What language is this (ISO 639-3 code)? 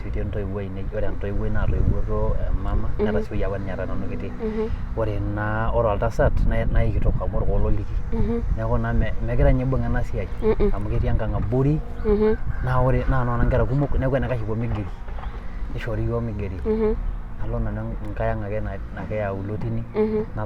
mas